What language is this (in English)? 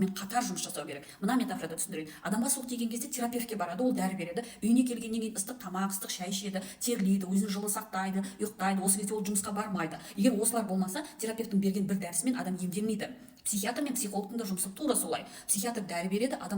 Kazakh